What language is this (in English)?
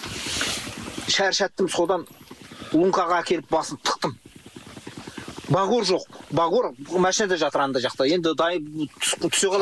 Kazakh